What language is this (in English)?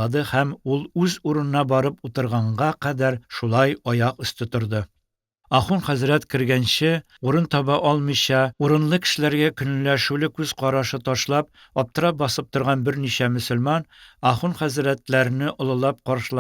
Tatar